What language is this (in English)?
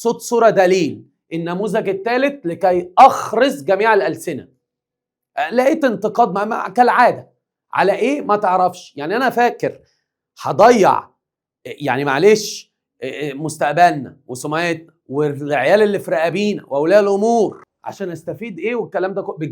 Egyptian Arabic